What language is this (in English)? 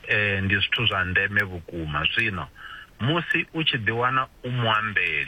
Venda